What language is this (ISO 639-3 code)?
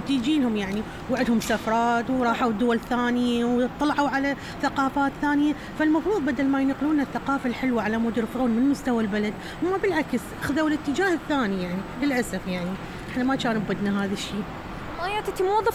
acm